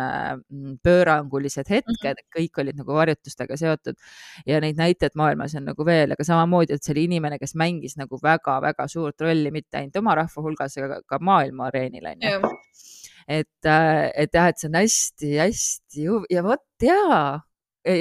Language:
Estonian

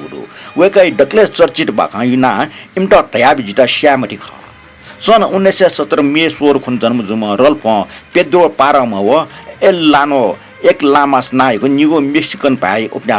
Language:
Newari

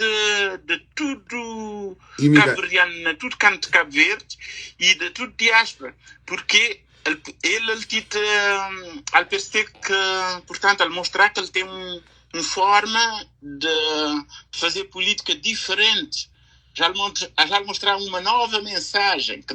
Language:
Kabuverdianu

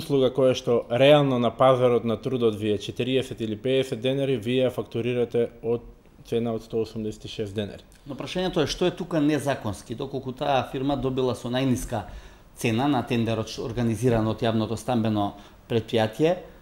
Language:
Macedonian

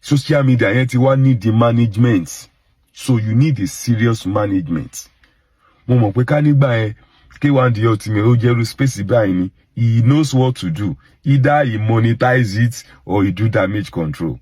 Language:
Yoruba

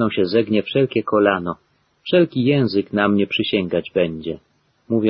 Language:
Polish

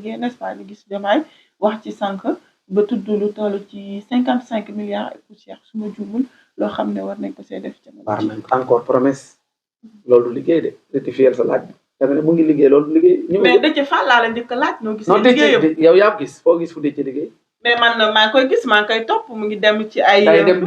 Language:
Wolof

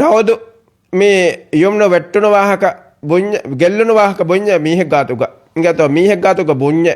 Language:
Divehi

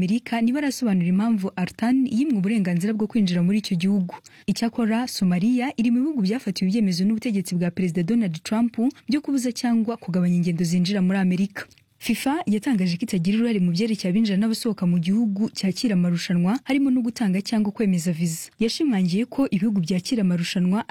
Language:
Kinyarwanda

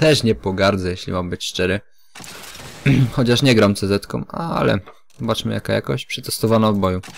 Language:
Polish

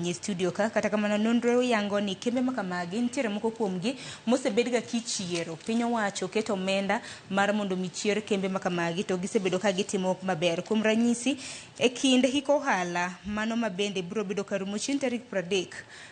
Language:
Luo (Kenya and Tanzania)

